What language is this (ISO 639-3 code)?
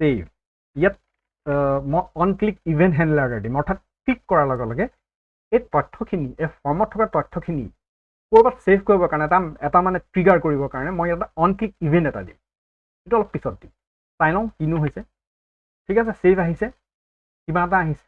asm